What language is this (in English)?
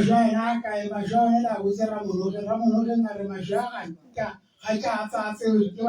Tswana